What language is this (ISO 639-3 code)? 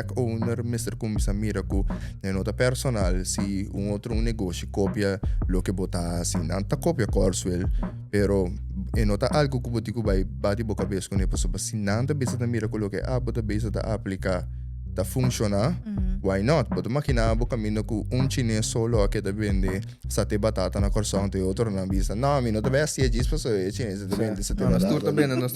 pap